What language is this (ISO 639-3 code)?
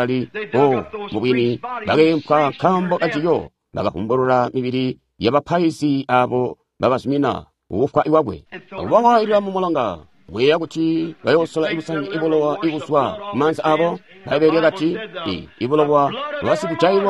toi